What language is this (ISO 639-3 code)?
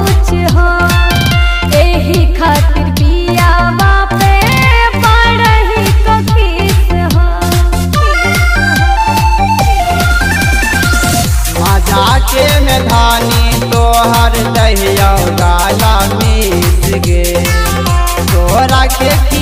bho